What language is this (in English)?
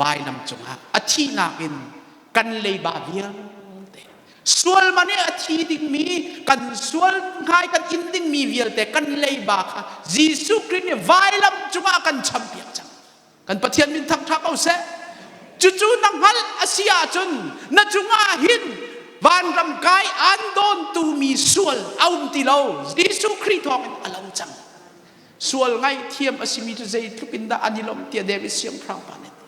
Hakha Chin